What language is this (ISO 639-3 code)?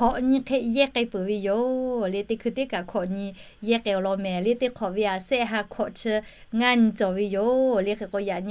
lhu